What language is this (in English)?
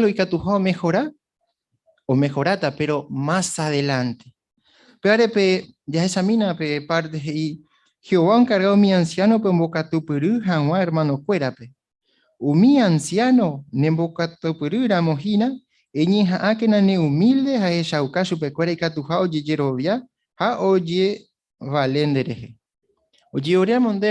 Guarani